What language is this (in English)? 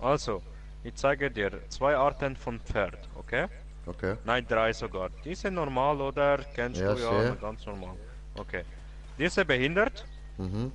Swiss German